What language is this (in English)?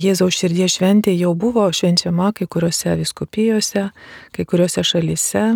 Lithuanian